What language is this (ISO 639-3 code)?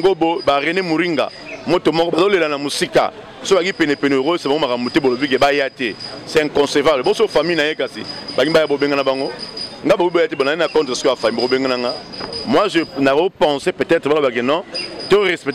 lin